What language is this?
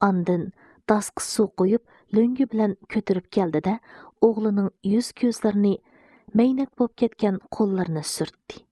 Uyghur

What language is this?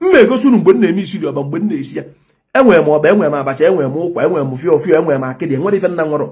Igbo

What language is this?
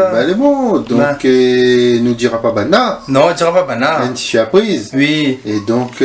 Réunion Creole French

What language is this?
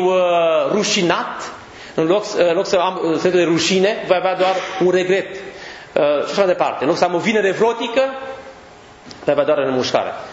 Romanian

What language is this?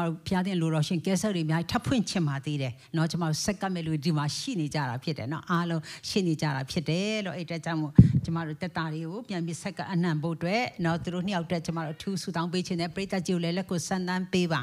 Burmese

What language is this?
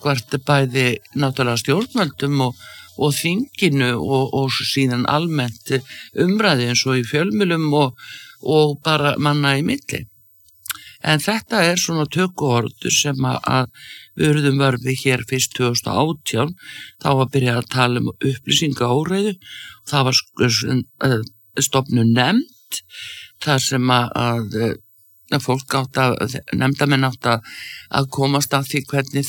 Icelandic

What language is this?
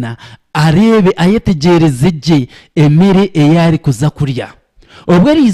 Nyankole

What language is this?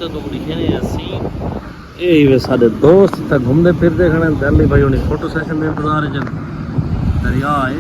Saraiki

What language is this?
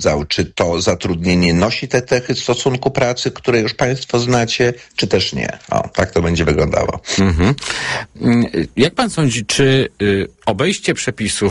Polish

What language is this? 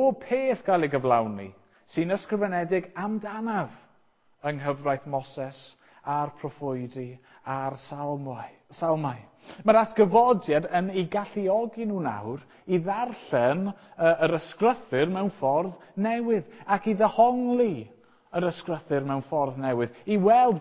Welsh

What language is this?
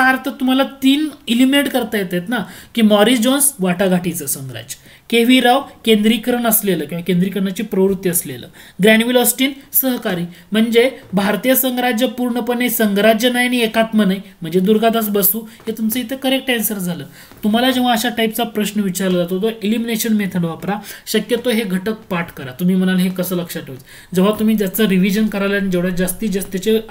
Marathi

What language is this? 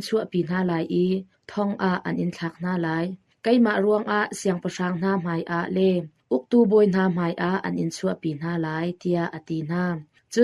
Hakha Chin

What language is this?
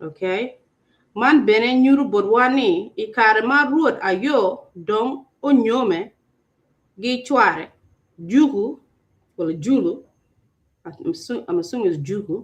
Acoli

